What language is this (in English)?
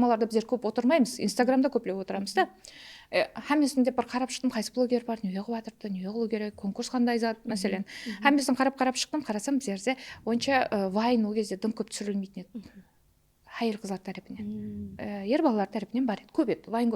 Kara-Kalpak